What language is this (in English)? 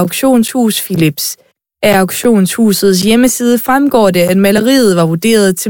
Danish